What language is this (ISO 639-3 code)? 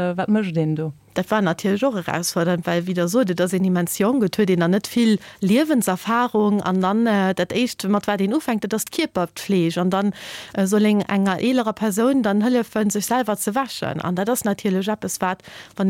ltz